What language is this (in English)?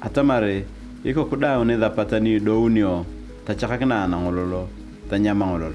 Turkana